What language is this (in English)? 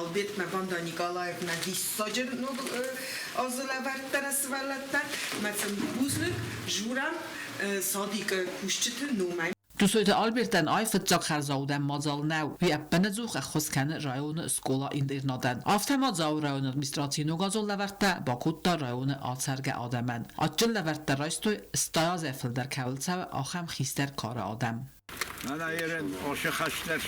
Ossetic